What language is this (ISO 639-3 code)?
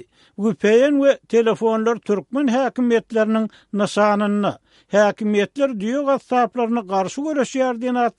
tuk